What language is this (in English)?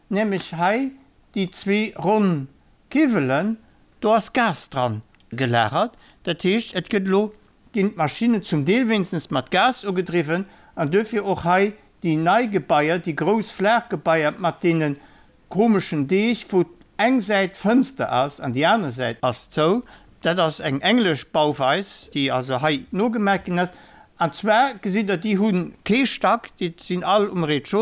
Luxembourgish